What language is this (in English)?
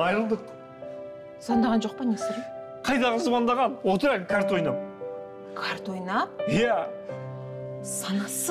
Kazakh